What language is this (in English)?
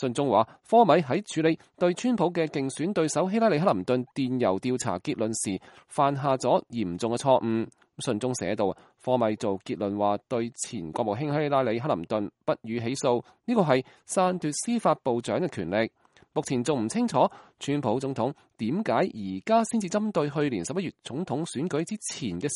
Cantonese